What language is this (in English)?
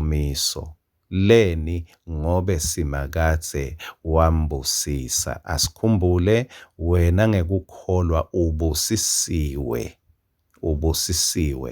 Swati